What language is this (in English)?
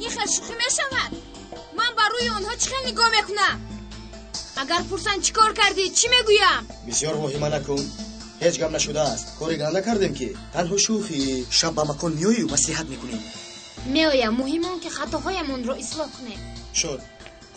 Tajik